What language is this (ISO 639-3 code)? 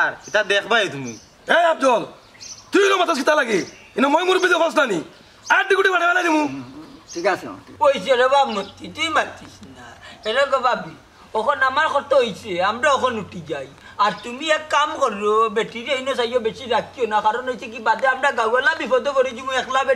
syl